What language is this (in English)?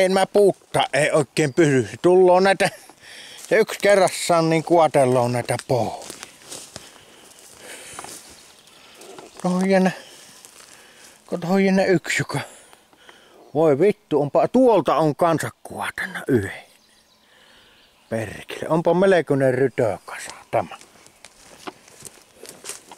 Finnish